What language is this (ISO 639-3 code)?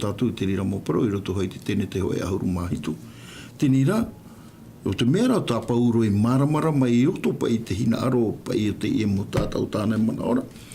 tah